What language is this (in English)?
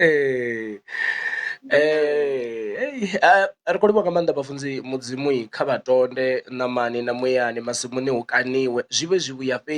Venda